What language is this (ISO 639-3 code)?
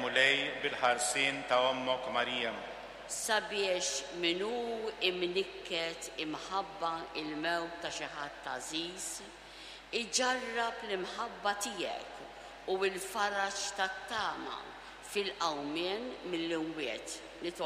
mlt